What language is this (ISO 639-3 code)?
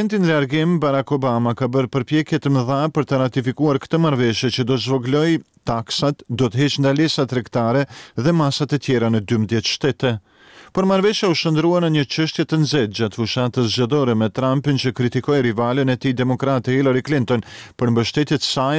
sqi